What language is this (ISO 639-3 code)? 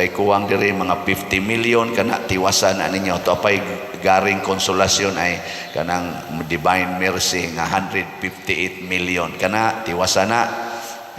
ceb